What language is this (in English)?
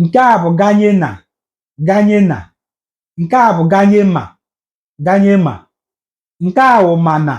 Igbo